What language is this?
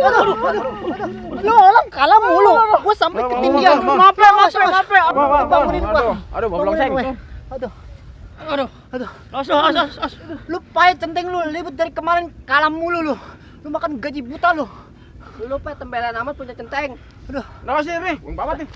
Betawi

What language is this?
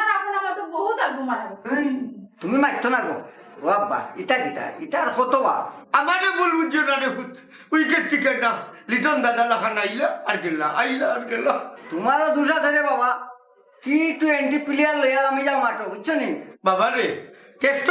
Sylheti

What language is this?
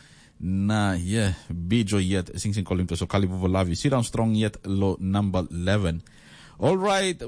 Tok Pisin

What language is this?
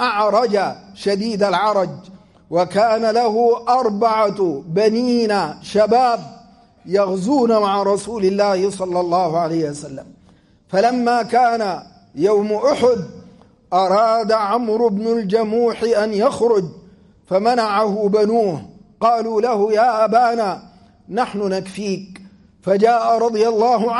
Arabic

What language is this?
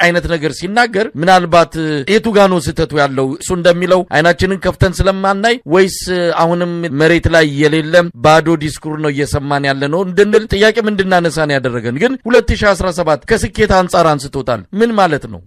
Amharic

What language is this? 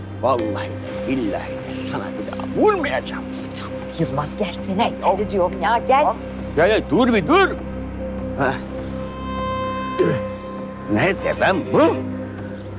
Turkish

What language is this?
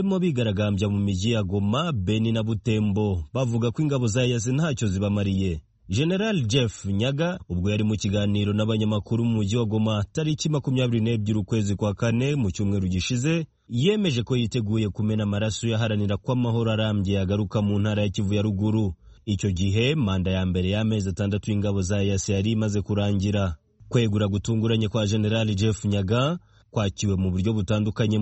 Kinyarwanda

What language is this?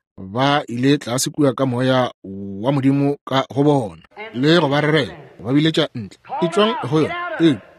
Northern Sotho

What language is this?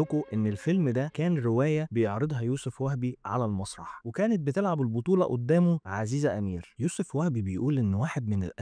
Egyptian Arabic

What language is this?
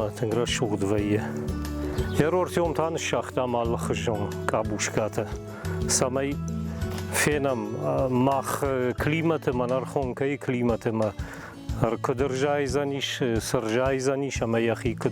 Ossetic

